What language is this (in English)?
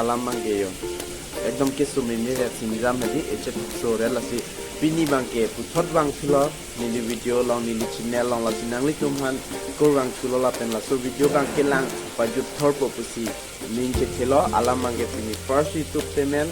Karbi